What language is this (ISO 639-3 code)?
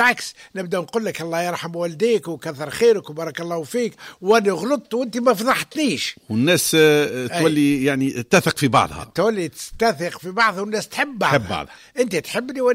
aeb